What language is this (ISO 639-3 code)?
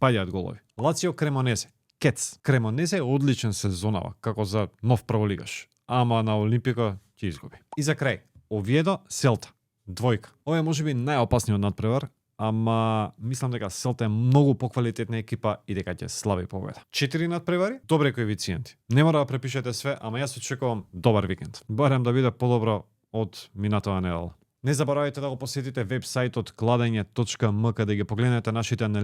mkd